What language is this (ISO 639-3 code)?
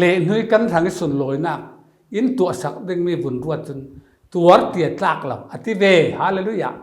cfm